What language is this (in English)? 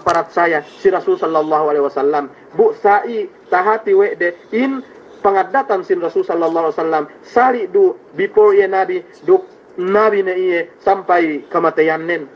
Yakan